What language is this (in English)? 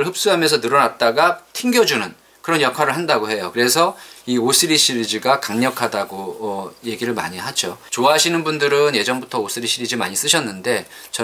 Korean